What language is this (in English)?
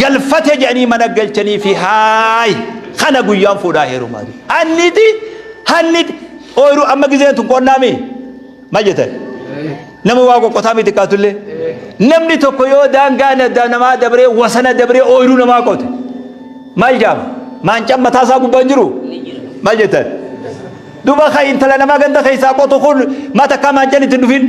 Oromo